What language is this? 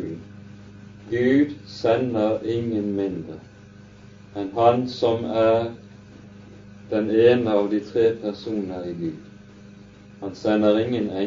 Norwegian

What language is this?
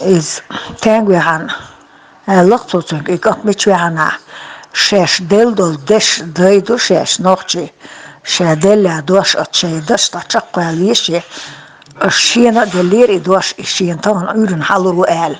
Chechen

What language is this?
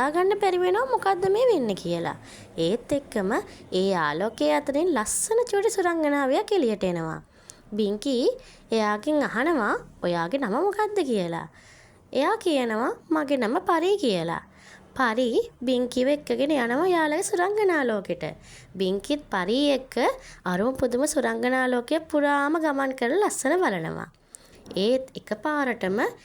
Sinhala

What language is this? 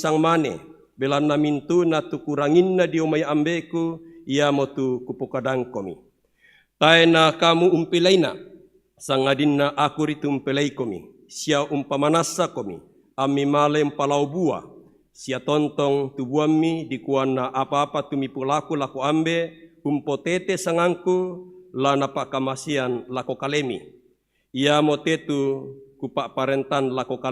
Toraja-Sa'dan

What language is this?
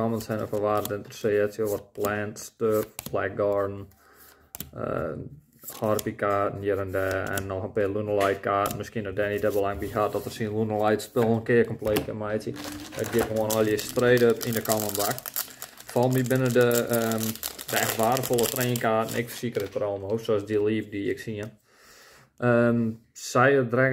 Western Frisian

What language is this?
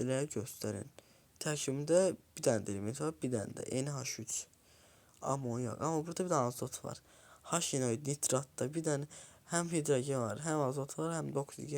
Azerbaijani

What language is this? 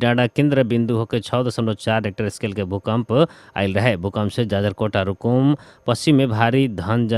Bhojpuri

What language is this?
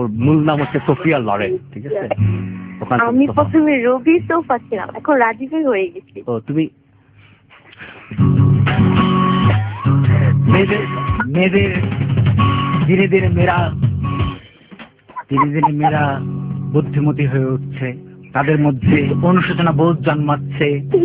Bangla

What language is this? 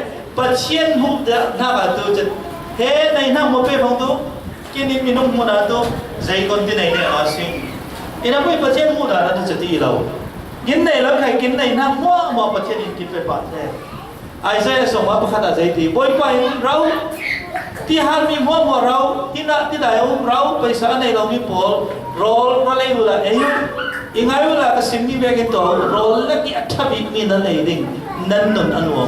Falam Chin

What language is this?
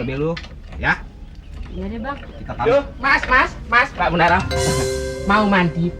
Betawi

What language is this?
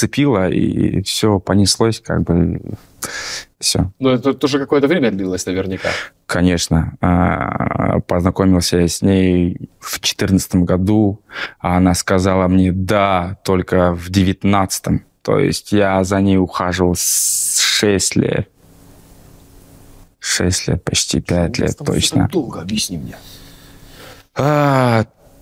Russian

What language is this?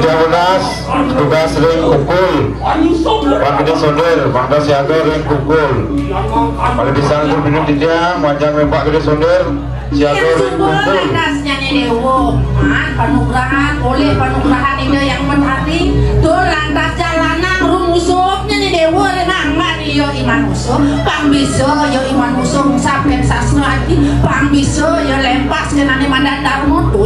Balinese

